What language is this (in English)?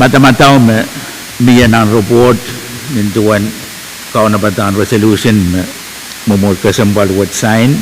Pohnpeian